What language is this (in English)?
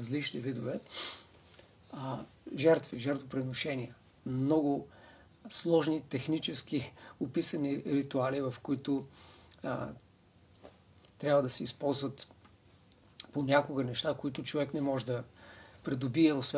Bulgarian